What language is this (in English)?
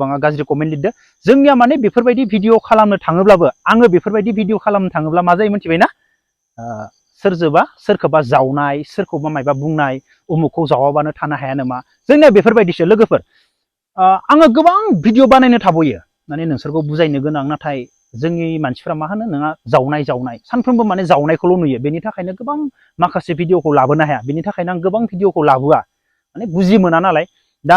Bodo